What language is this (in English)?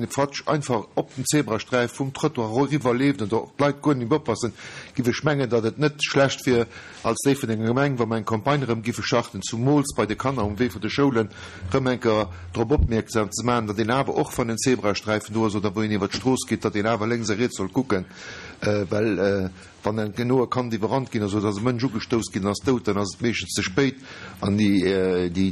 Luxembourgish